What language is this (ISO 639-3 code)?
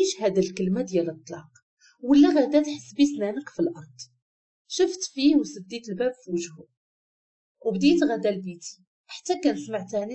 ary